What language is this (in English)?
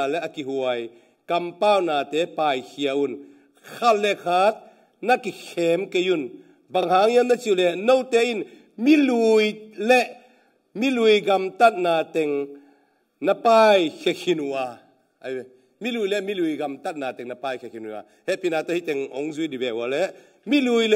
Tedim Chin